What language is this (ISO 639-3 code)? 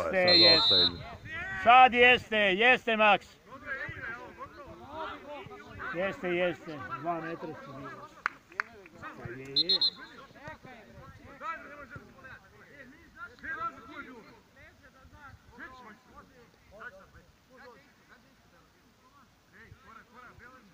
srp